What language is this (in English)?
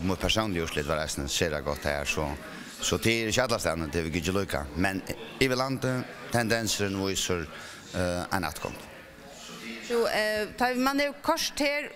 Faroese